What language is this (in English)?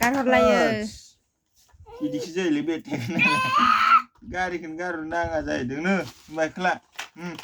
Bodo